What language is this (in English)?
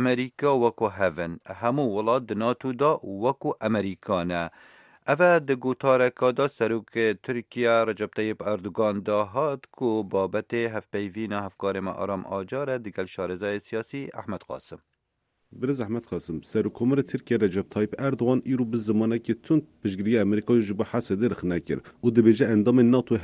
Kurdish